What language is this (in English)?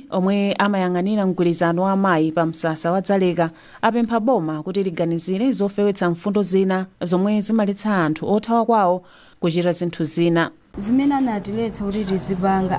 Nyanja